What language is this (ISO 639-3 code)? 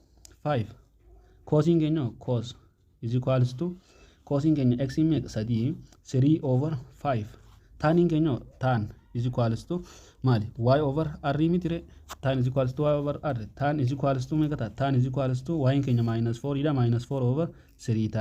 orm